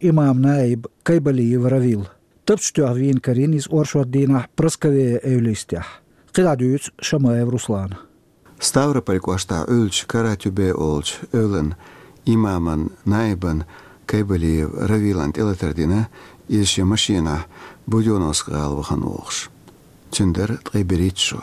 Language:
Chechen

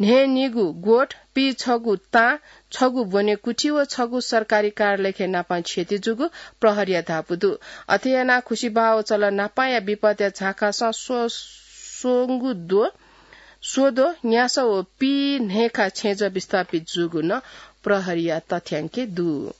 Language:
Newari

